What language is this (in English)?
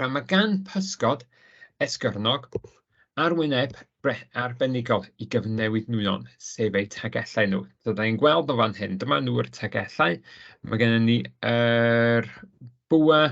Welsh